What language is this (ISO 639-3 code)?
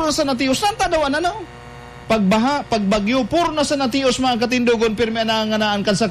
bik